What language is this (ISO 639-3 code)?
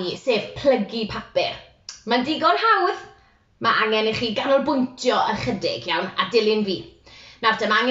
cym